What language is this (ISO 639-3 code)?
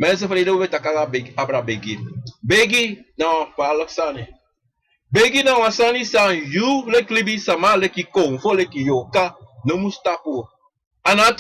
srn